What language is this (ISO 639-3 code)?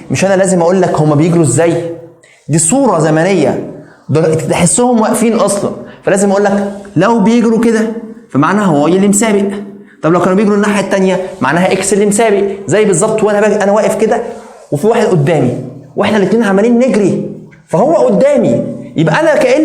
arz